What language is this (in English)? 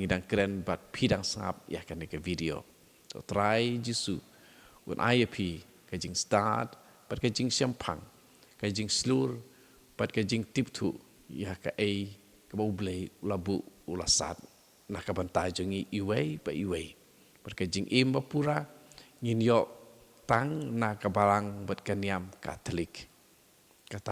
Khasi